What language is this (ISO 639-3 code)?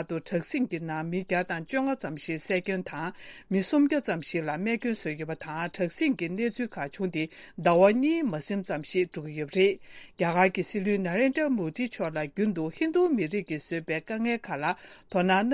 bod